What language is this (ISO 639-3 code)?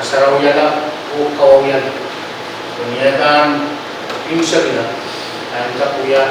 pon